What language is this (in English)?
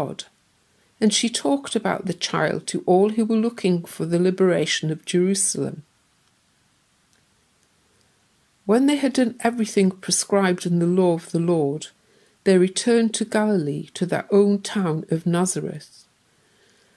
English